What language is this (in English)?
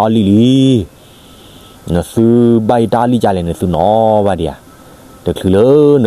S'gaw Karen